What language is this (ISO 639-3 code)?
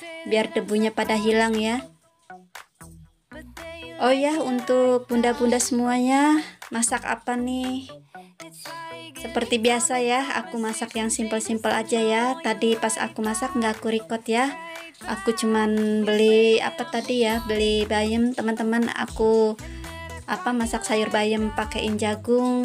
ind